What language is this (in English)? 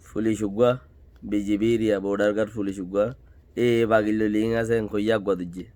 Rohingya